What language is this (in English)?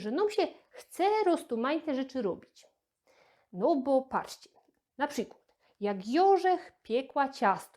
Silesian